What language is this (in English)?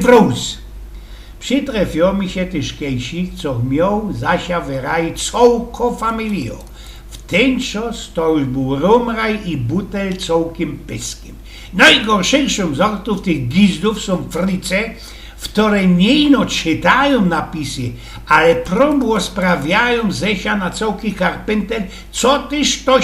Silesian